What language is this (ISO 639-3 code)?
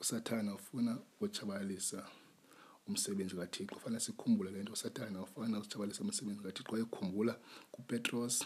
xho